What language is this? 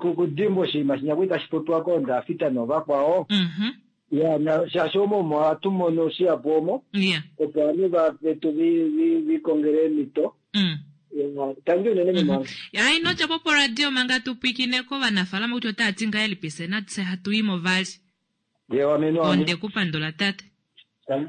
Kuanyama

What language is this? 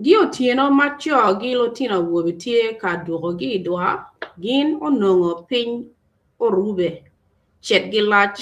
Acoli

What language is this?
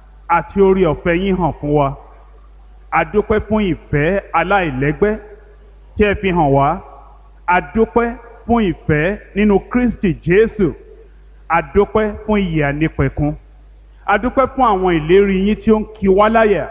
Yoruba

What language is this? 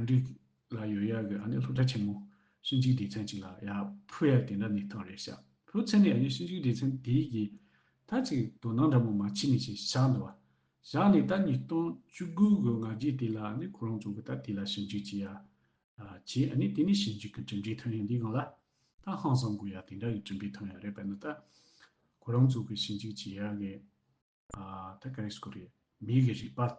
Tibetan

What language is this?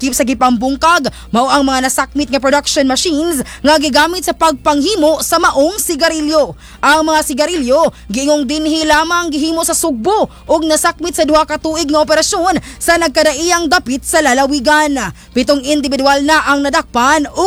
Cebuano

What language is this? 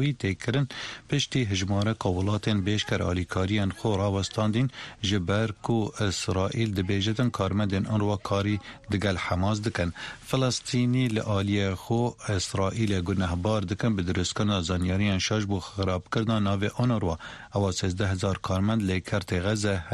Kurdish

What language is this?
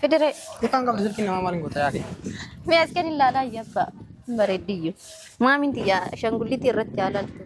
Oromo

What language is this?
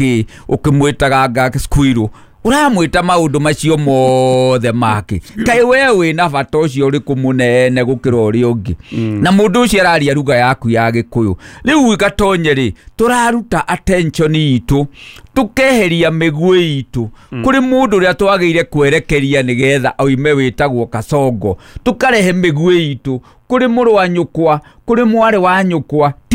Kikuyu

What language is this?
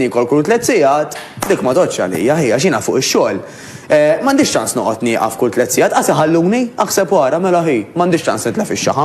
Maltese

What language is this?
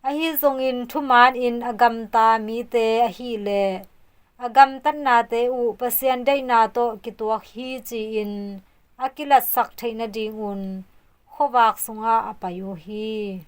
Tedim Chin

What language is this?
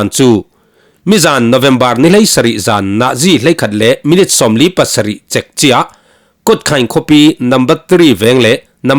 Falam Chin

